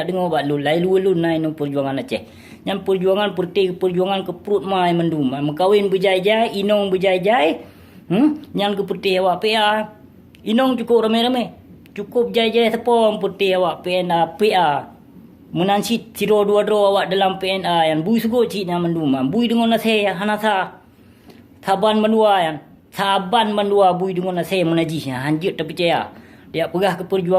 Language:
Achinese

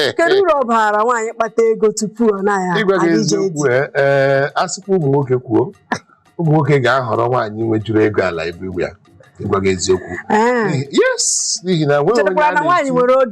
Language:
Igbo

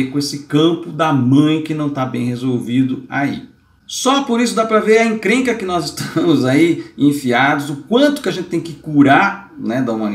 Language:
Portuguese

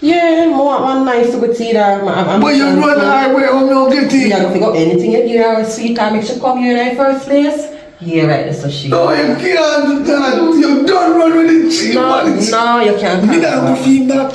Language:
Jamaican Creole English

